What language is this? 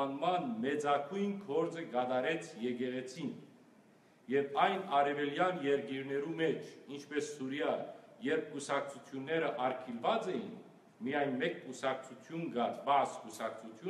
Western Armenian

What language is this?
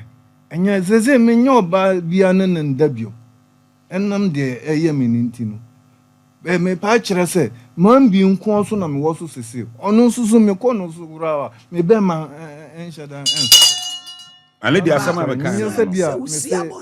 Akan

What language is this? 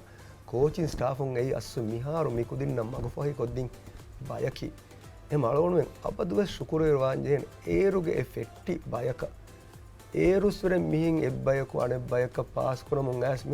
Divehi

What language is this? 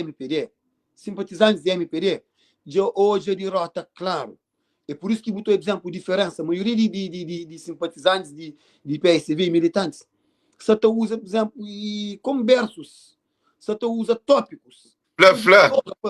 Kabuverdianu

